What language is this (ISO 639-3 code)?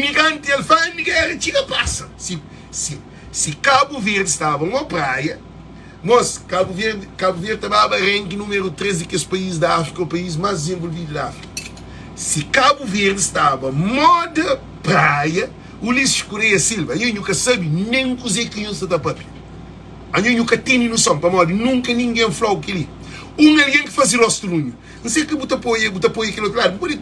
kea